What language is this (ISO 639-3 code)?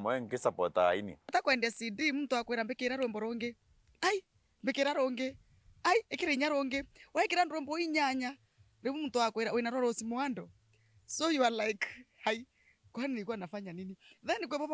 mer